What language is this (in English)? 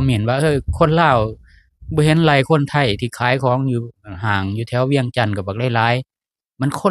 Lao